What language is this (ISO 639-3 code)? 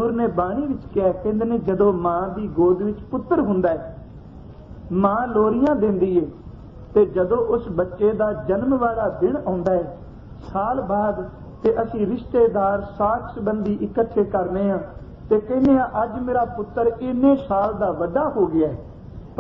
pan